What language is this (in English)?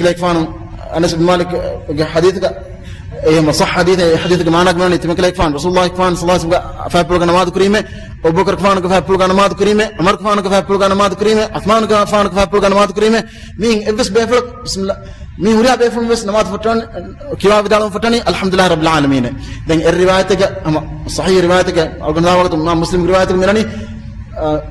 Divehi